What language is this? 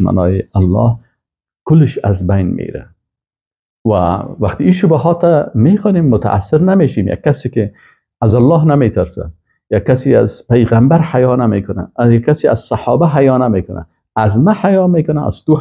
Persian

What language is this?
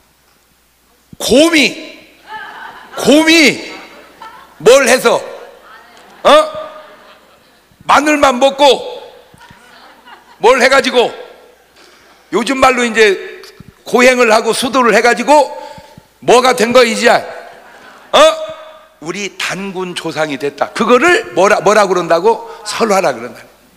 Korean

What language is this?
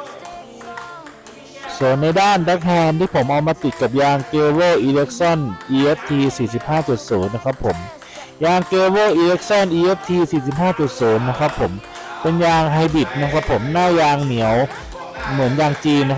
Thai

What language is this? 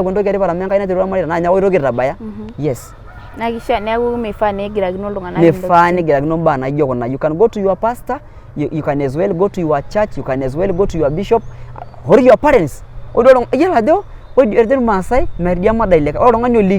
Masai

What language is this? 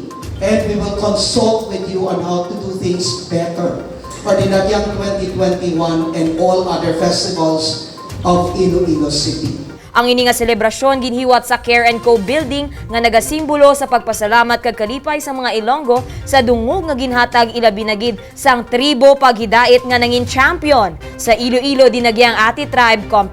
Hiligaynon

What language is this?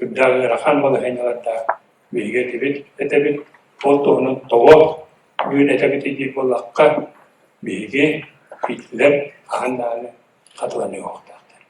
Yakut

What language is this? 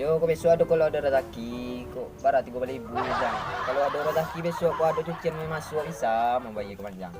Minangkabau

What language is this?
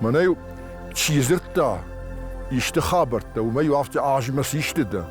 Ossetic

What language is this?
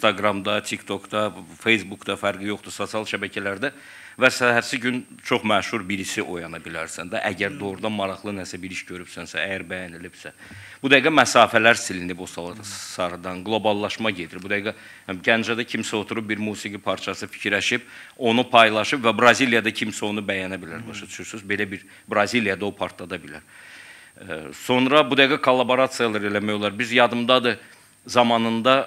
Azerbaijani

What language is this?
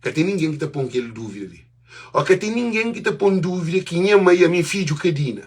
Kabuverdianu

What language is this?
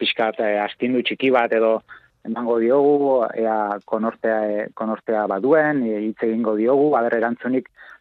Basque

